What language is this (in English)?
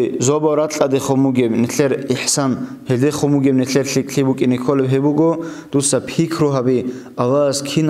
Avaric